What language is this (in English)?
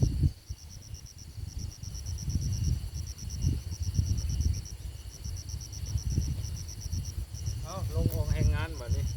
Lao